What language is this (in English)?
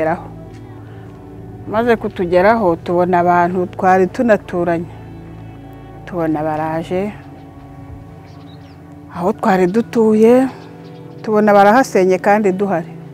Kinyarwanda